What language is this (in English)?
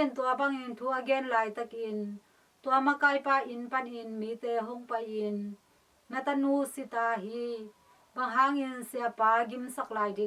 Tedim Chin